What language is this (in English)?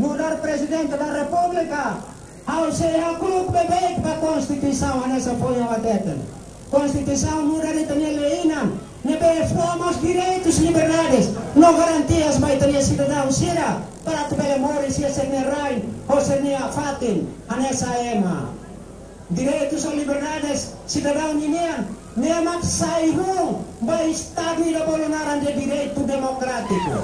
Tetum